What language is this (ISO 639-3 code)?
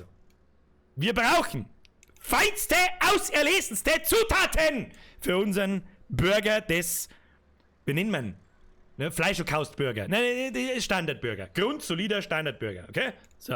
bar